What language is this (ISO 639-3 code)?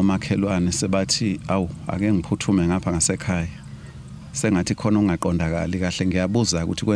zul